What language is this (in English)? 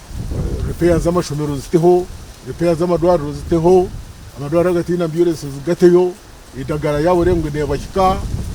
Nyankole